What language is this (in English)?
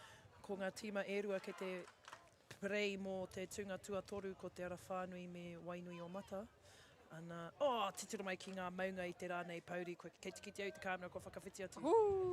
Māori